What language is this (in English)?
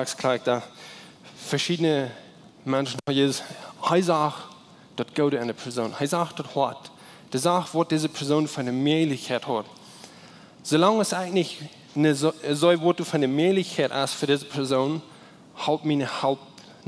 Plautdietsch